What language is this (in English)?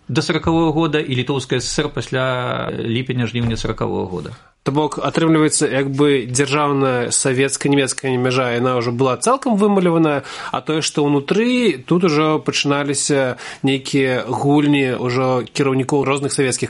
Belarusian